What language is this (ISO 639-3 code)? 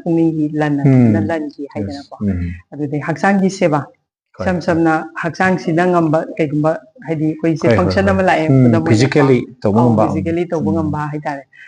mni